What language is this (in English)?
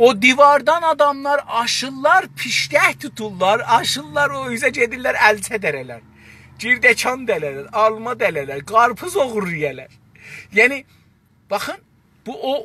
South Azerbaijani